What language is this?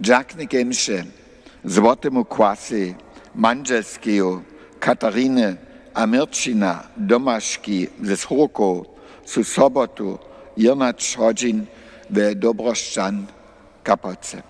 Upper Sorbian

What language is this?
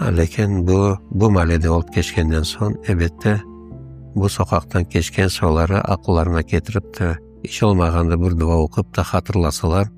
Crimean Tatar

